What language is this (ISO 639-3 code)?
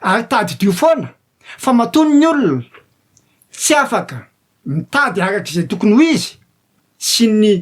mlg